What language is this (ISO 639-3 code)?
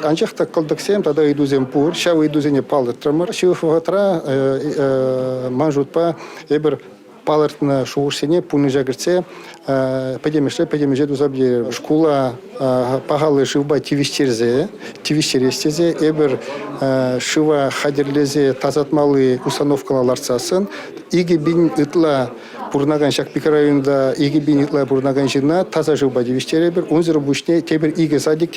chv